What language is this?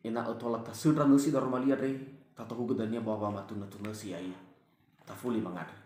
Nias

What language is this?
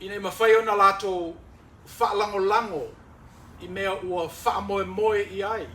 Samoan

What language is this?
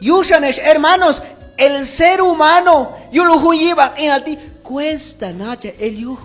Q'anjob'al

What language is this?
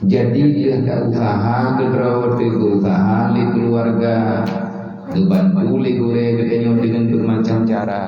Achinese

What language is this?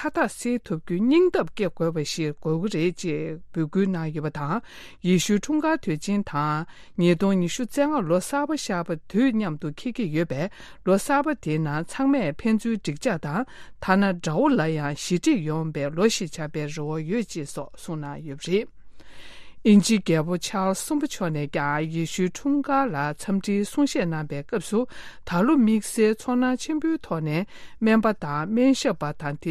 Tibetan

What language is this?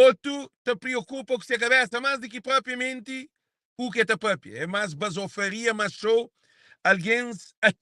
Kabuverdianu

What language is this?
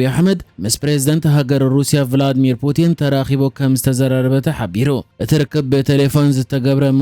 Tigrinya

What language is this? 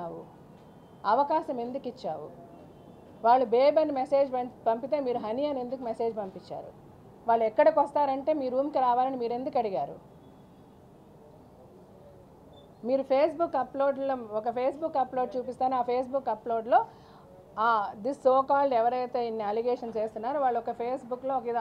Telugu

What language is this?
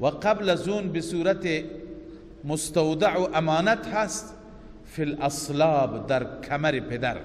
Persian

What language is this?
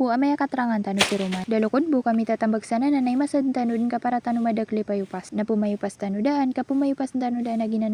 Maranao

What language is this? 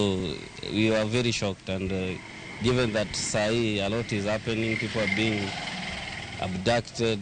Luo (Kenya and Tanzania)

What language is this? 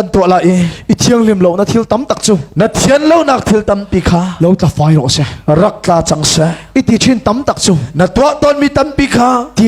Hakha Chin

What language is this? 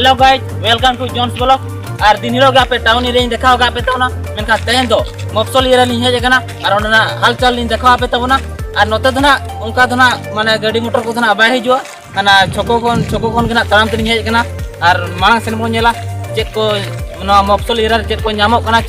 Santali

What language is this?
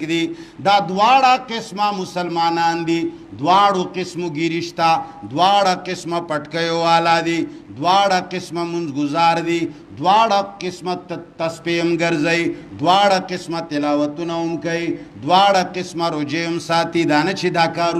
Pashto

